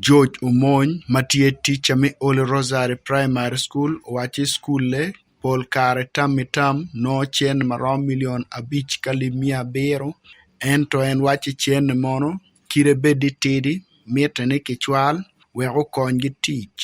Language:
Acoli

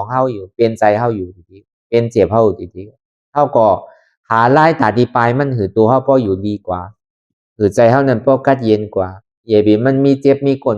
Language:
Lü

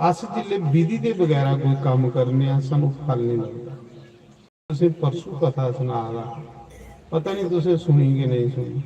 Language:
Dogri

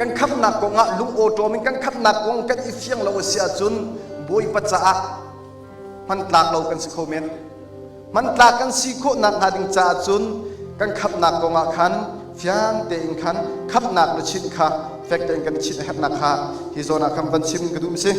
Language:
Hakha Chin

